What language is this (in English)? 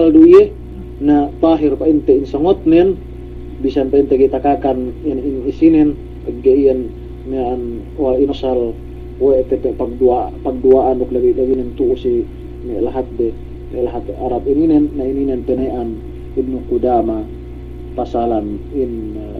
Yakan